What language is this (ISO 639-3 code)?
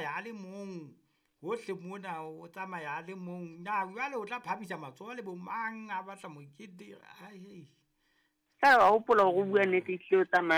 sot